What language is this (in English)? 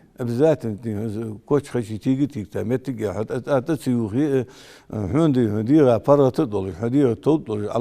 Ingush